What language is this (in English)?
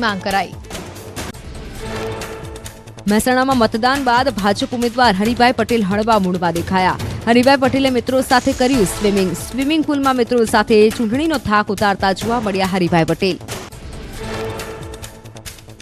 Gujarati